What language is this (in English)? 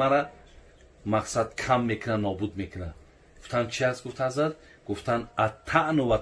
Tajik